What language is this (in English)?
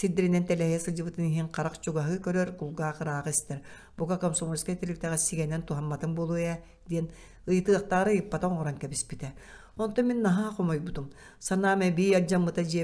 Yakut